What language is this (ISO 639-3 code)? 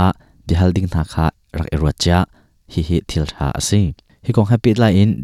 cnh